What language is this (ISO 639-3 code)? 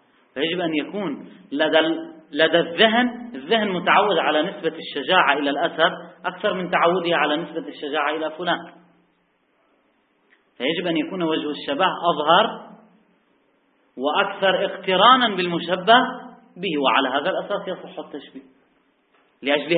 ara